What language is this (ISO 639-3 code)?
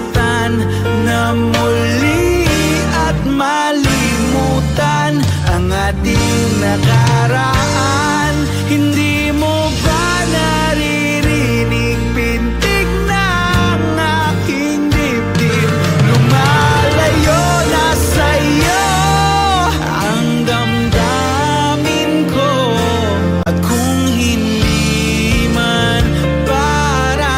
fil